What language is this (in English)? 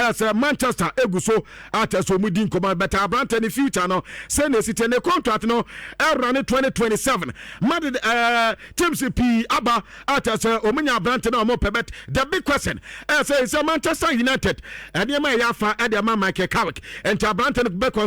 Akan